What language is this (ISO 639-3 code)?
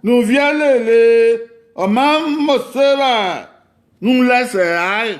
bin